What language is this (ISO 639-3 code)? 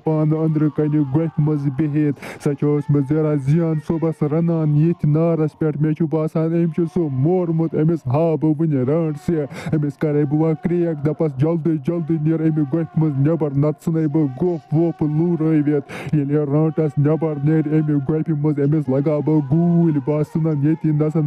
kas